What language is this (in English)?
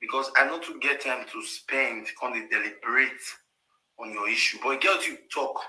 Nigerian Pidgin